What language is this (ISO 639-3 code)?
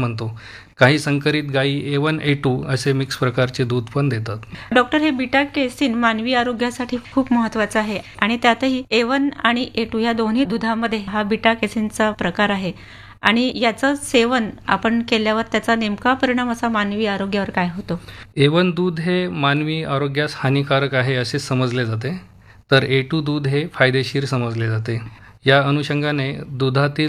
mar